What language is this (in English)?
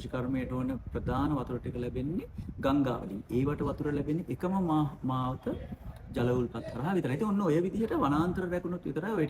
Sinhala